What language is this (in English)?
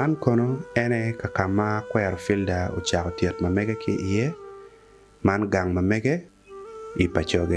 Acoli